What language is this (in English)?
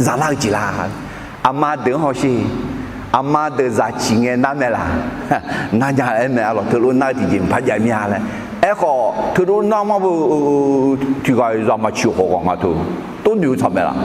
Akha